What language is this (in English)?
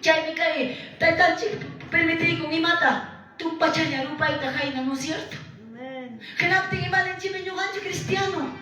Quechua